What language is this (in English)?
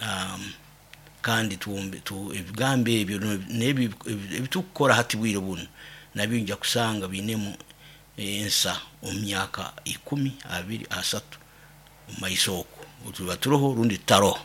Nyoro